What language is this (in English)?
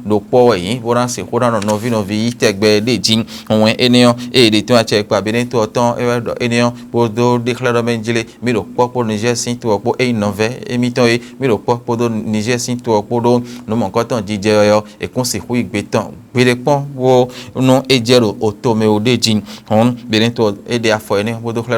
Fon